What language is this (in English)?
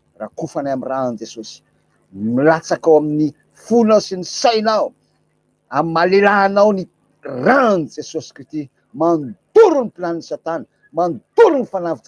Malagasy